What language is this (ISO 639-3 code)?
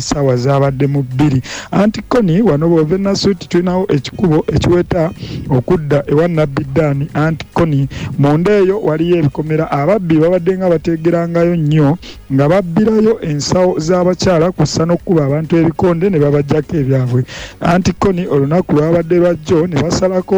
lug